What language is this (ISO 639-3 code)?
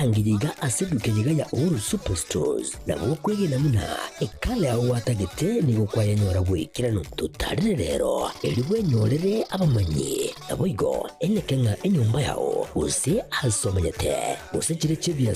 guz